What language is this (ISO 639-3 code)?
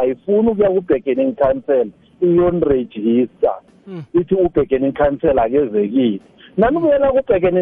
nbl